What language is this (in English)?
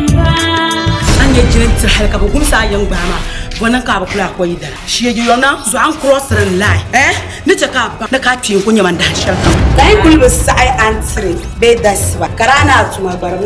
Dagbani